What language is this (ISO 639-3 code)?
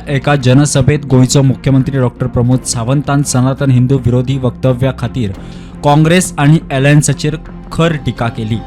kok